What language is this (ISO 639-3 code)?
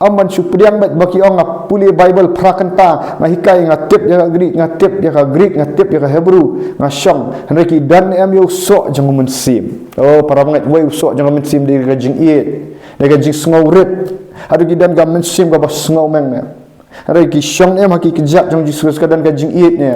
kha